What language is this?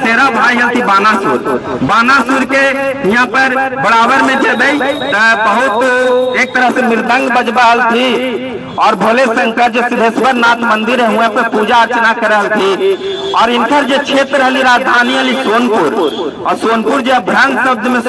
Magahi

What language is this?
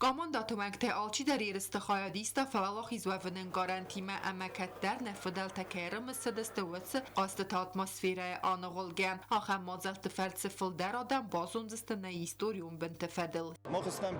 Ossetic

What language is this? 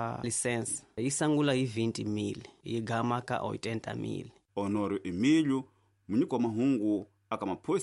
Tsonga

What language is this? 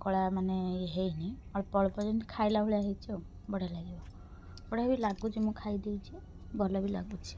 Odia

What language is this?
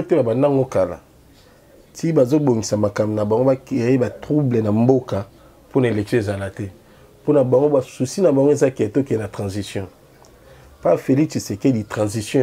Lingala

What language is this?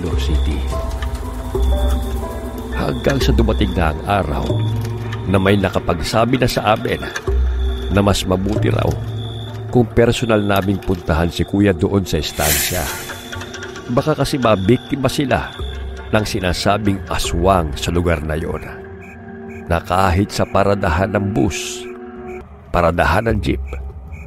Filipino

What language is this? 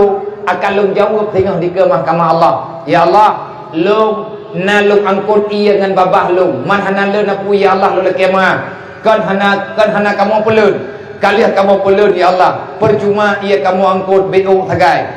Achinese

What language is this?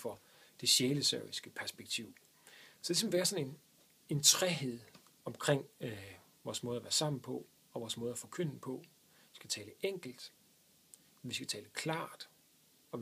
Danish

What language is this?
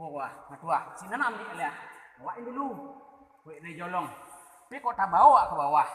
Minangkabau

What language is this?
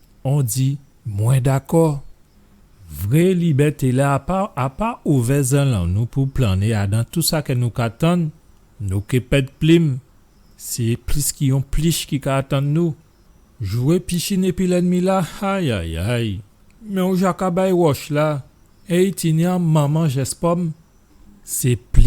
Guadeloupean Creole French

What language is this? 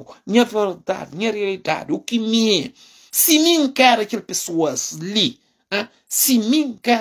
Kabuverdianu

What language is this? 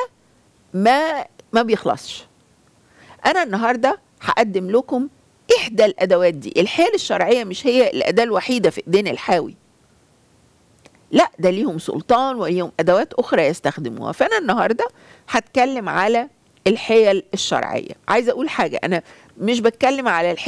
Egyptian Arabic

